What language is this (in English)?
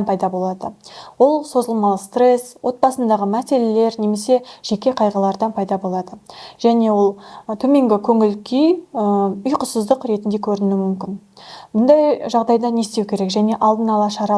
Kazakh